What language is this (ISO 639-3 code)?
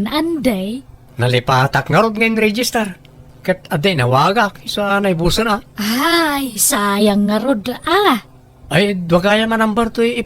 ilo